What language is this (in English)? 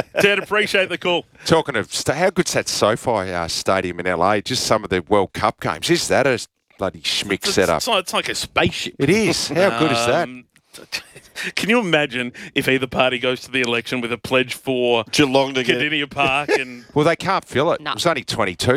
English